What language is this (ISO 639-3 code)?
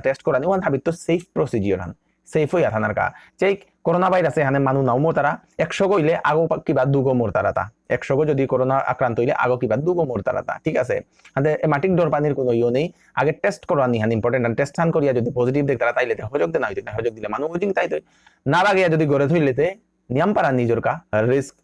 bpy